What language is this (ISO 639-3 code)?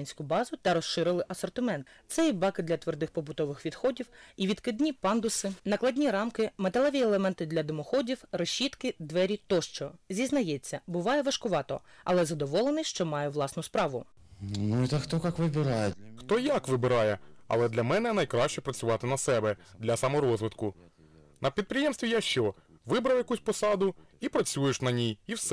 ukr